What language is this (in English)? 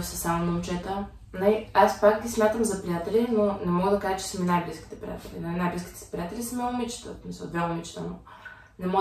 Bulgarian